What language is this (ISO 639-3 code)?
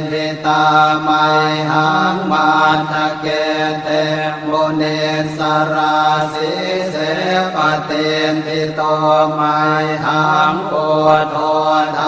pli